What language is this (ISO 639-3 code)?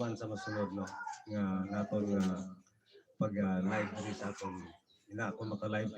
hil